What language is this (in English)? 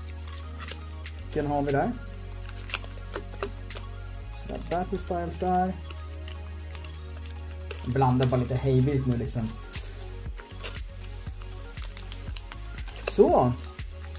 Swedish